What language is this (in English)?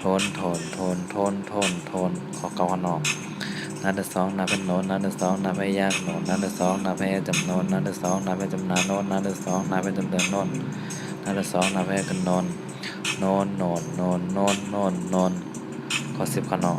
Shan